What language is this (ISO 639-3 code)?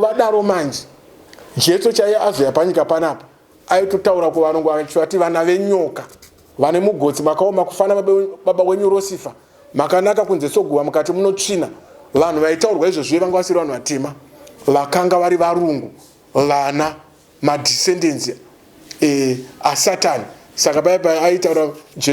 sna